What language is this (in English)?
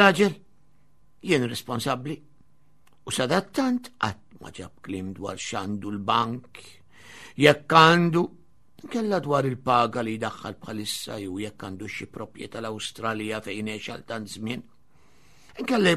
Maltese